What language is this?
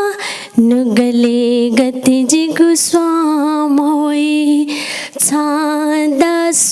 Newari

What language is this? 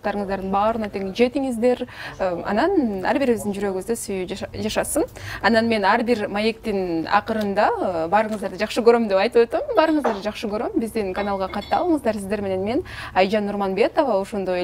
Kyrgyz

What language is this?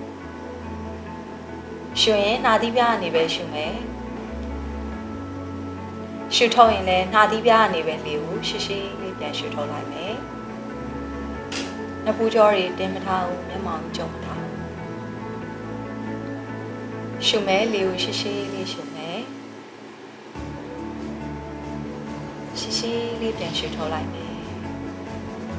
Burmese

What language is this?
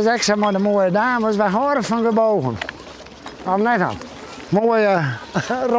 Western Frisian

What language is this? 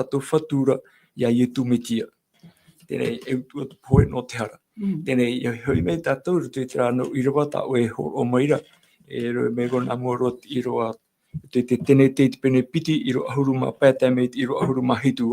Tahitian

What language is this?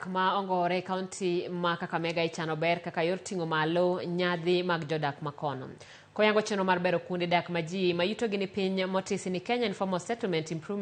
Luo (Kenya and Tanzania)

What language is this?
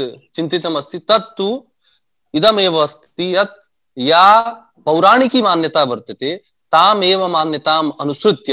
Sanskrit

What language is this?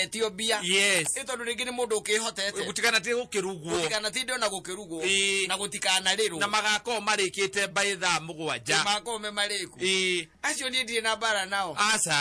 Kikuyu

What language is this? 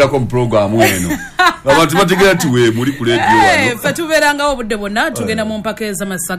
Ganda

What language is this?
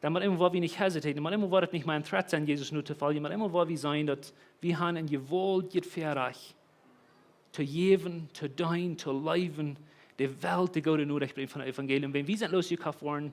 Plautdietsch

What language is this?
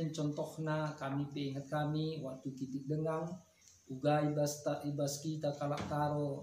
Batak Karo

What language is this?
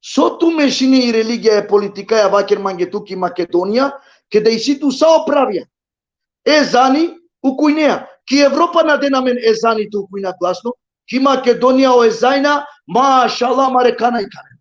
Balkan Romani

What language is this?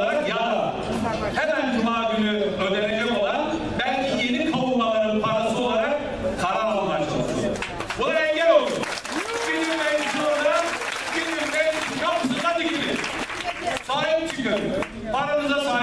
Turkish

